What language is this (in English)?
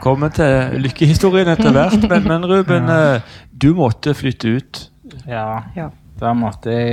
Norwegian